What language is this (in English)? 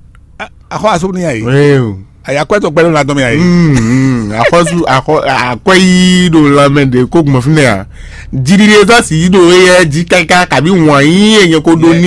Fon